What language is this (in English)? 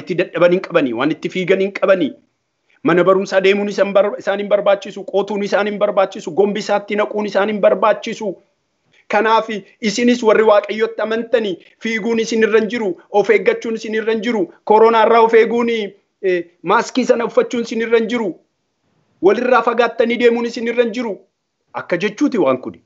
Oromo